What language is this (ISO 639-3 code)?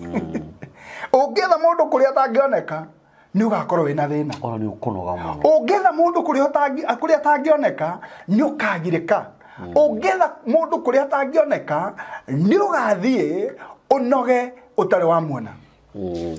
kik